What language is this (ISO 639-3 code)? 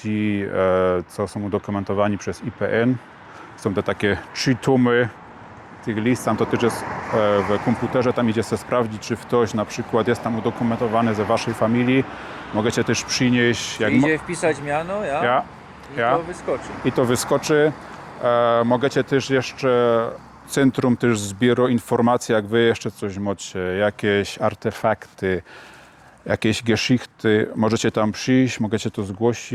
szl